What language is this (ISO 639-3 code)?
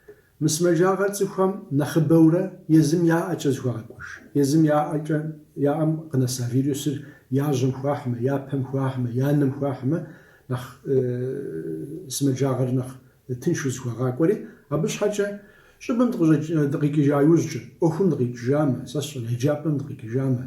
kbd